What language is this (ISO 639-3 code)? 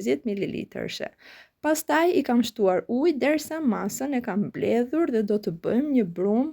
sqi